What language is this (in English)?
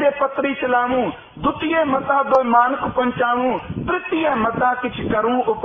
Punjabi